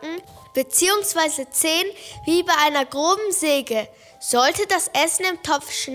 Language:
German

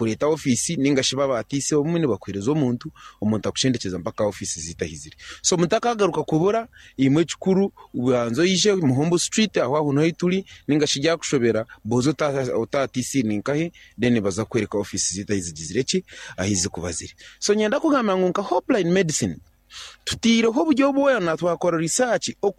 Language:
Nyankole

